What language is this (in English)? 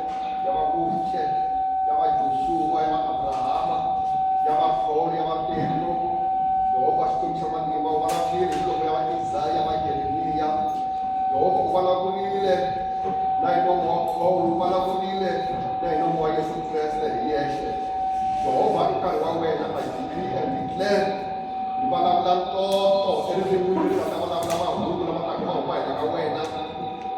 Tsonga